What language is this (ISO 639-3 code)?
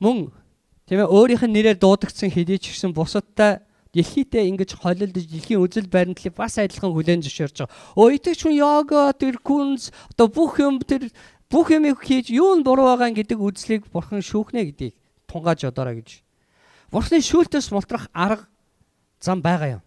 mon